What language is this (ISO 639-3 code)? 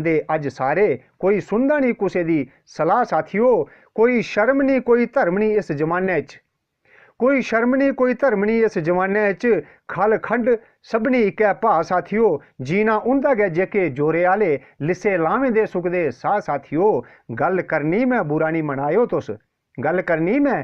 doi